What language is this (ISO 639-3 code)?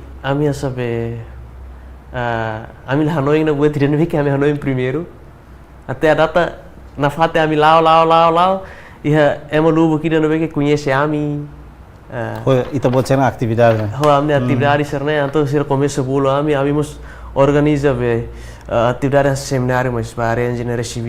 tet